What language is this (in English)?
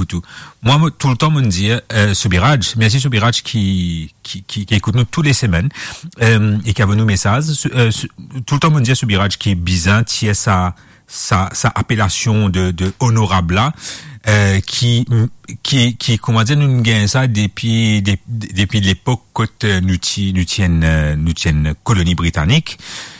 Morisyen